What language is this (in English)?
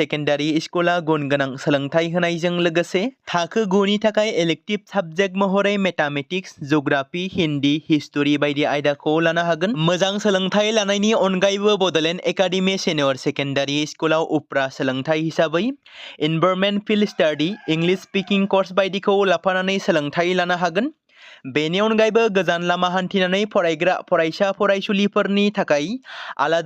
Bodo